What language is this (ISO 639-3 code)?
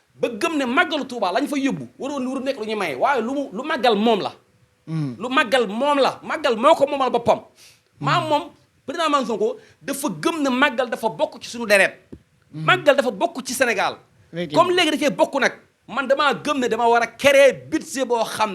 wol